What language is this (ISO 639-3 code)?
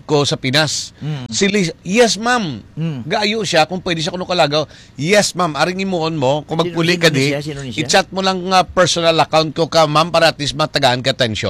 hil